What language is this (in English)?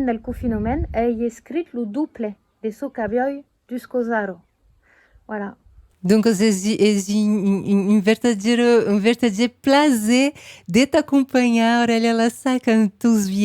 Occitan